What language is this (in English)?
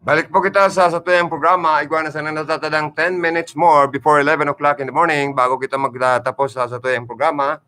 Bikol